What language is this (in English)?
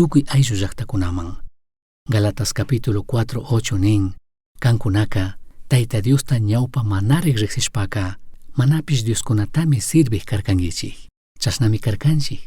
Chimborazo Highland Quichua